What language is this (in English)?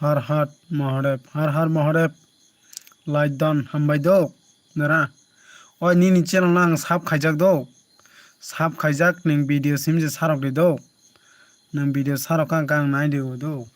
Kok Borok